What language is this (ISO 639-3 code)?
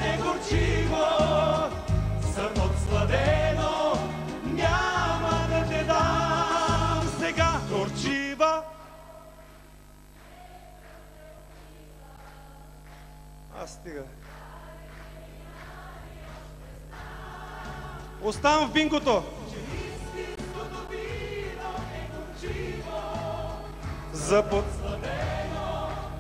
bul